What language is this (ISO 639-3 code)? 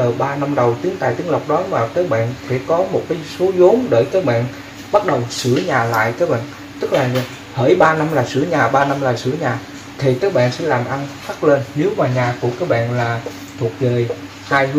vie